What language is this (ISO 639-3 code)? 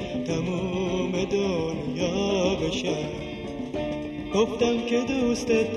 fas